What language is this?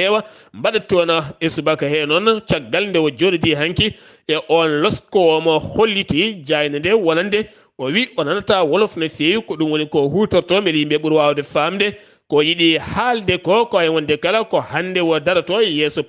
Fula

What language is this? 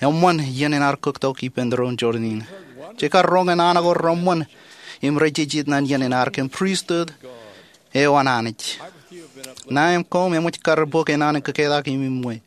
Marshallese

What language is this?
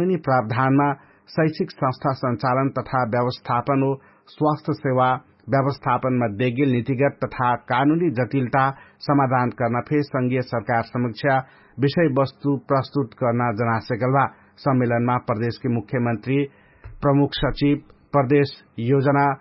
Dangaura Tharu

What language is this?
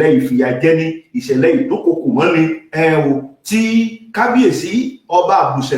Yoruba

